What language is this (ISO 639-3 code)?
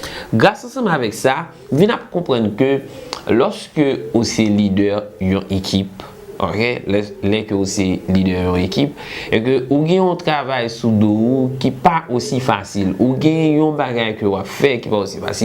hat